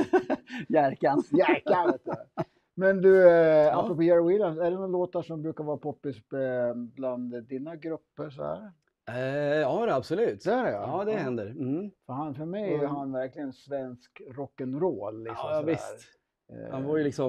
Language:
Swedish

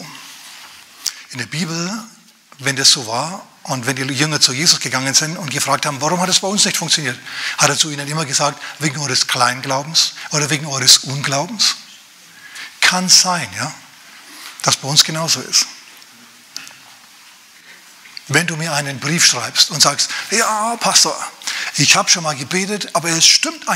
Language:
German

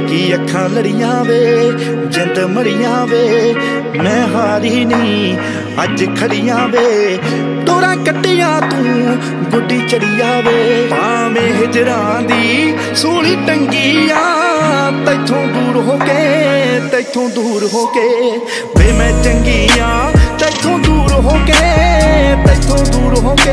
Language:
Punjabi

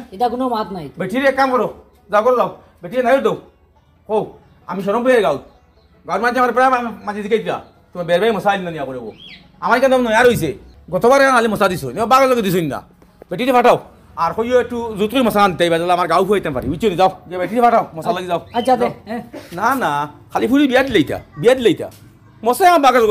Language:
Sylheti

